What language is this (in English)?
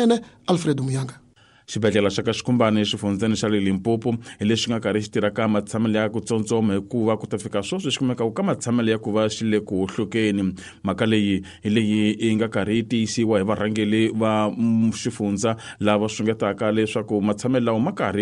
Tsonga